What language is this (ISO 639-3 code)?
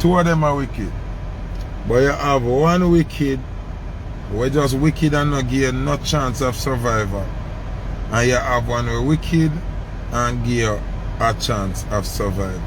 jam